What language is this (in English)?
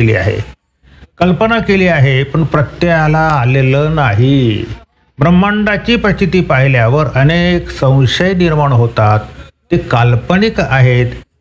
Marathi